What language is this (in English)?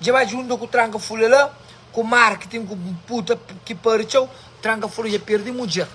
Kabuverdianu